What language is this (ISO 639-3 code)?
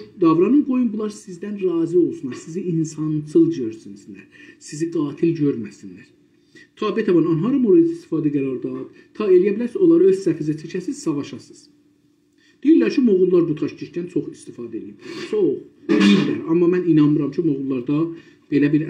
azb